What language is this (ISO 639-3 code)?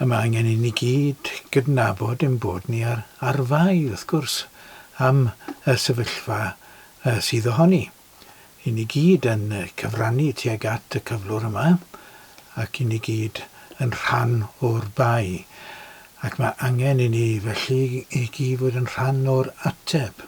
cym